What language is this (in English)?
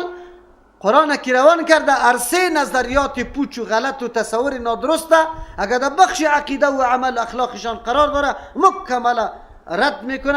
Persian